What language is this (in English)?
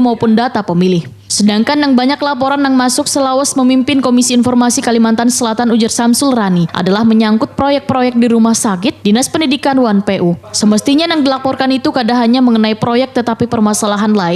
Banjar